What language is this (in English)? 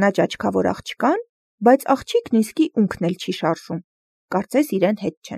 Armenian